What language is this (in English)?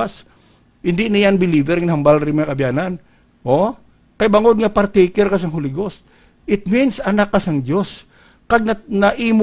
Hiligaynon